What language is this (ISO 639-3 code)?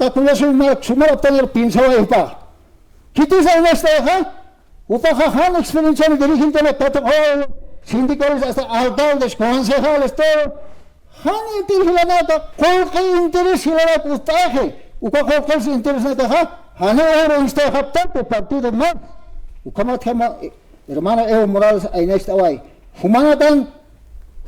aym